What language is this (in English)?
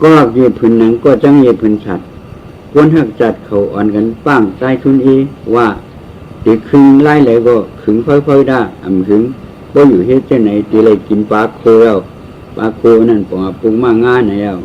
Shan